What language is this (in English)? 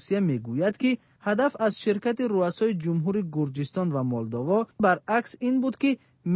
Persian